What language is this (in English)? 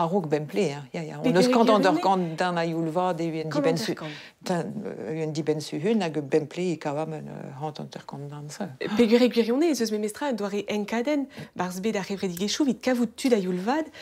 Breton